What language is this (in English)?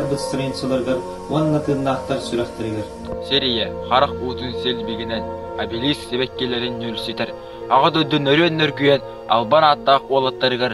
Yakut